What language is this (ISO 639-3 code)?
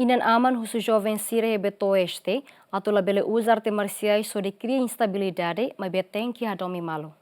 tet